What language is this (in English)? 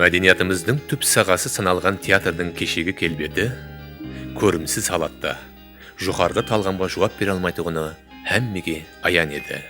Kara-Kalpak